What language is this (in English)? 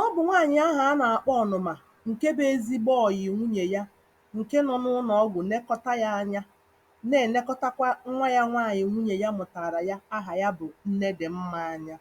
Igbo